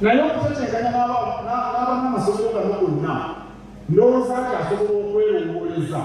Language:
Ganda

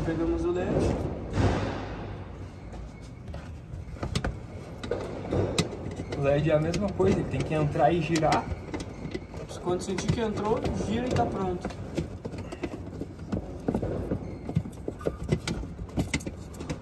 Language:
Portuguese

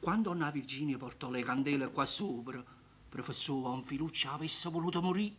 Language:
Neapolitan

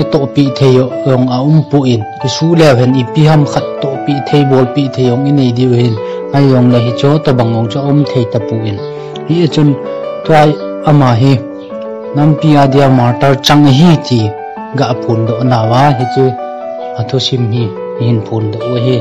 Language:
Thado Chin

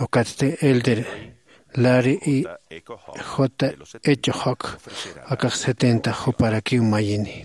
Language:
Aymara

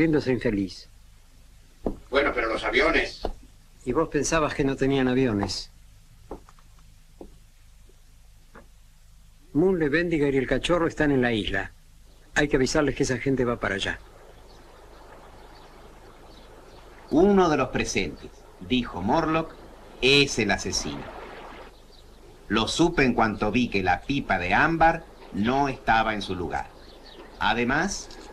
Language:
Spanish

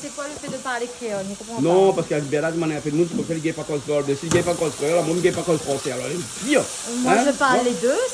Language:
Réunion Creole French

